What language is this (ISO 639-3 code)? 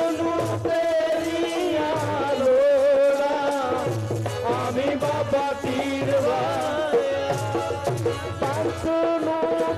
pan